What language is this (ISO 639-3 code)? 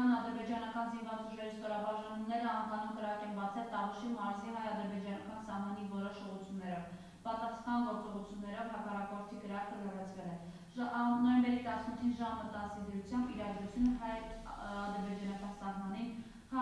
hye